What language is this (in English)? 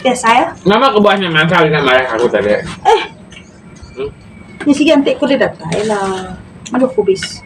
Iban